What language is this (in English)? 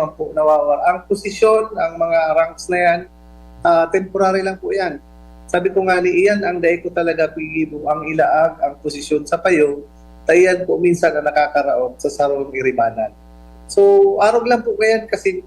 Bikol